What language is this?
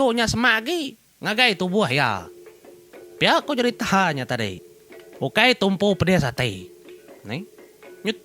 Iban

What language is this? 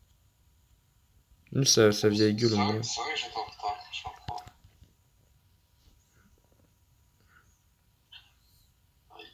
French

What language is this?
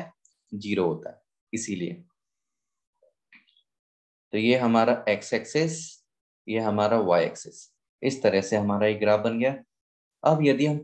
Hindi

